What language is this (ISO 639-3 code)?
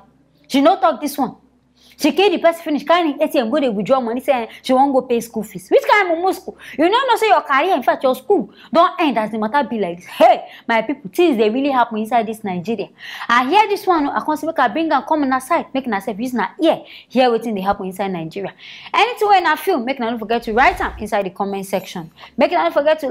pcm